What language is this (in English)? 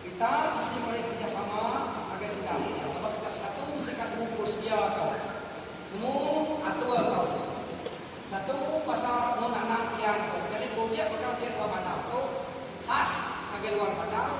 Iban